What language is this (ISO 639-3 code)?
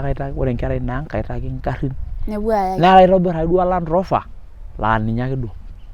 mas